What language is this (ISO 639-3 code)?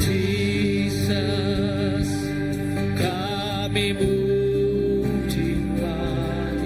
iba